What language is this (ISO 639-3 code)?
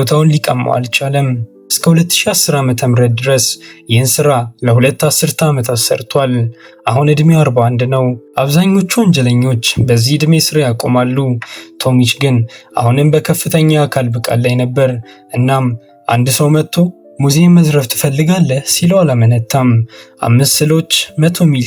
amh